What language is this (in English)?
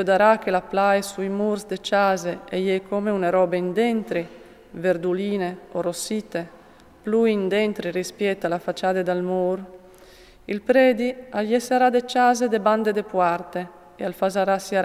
Friulian